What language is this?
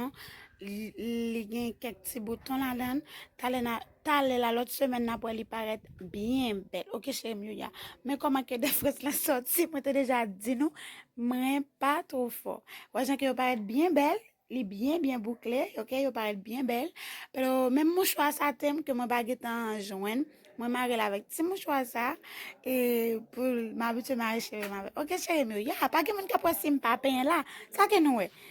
Haitian Creole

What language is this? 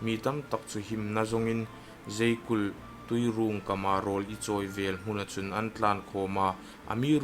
Hmar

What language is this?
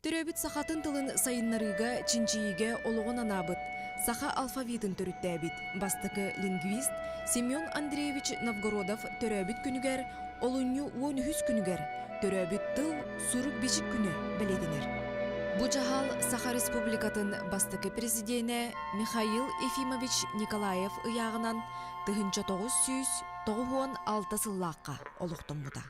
Yakut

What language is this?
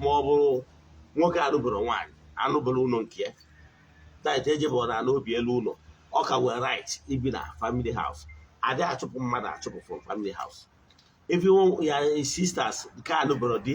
Igbo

